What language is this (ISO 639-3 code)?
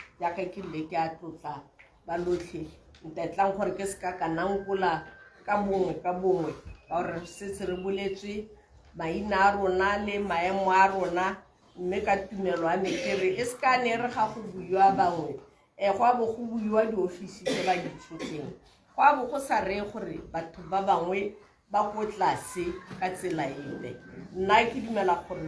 tsn